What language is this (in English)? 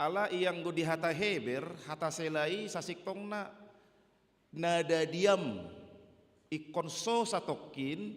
Batak Toba